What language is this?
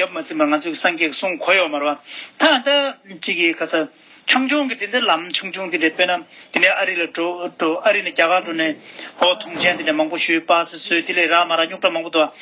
Tibetan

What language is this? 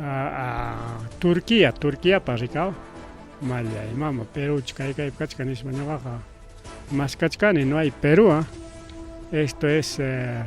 Ayacucho Quechua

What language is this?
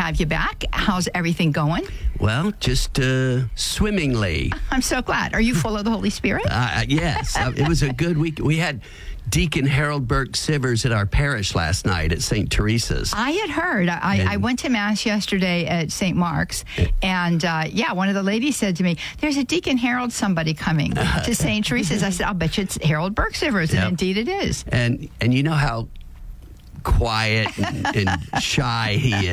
English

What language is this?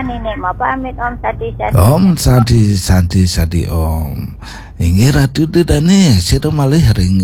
Balinese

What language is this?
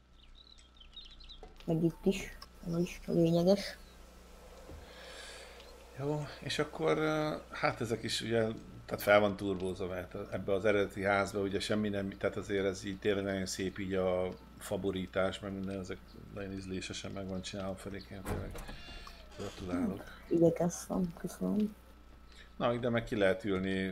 Hungarian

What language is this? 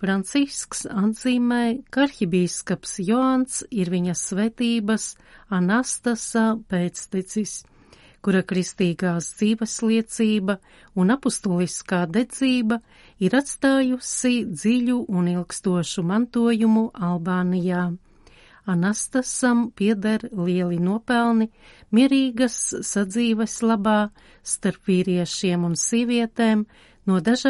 Latvian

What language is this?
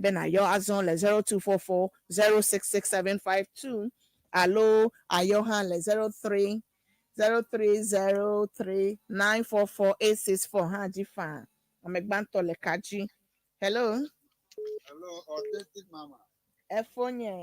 Ewe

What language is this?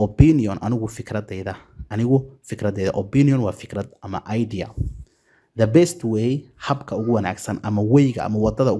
Somali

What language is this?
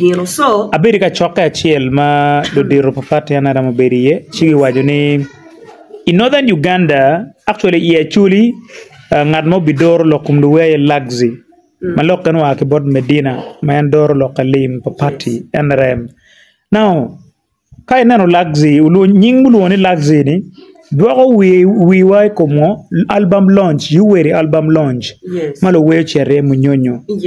Acoli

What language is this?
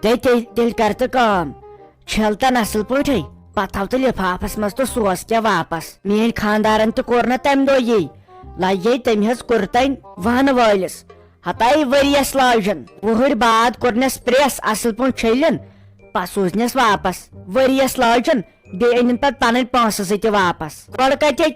Kashmiri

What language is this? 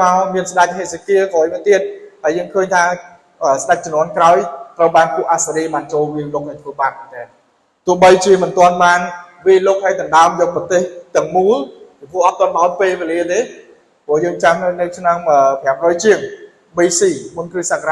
Khmer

